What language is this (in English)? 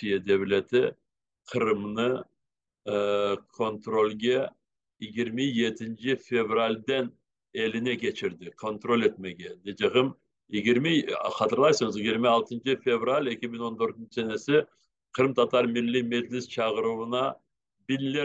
Crimean Tatar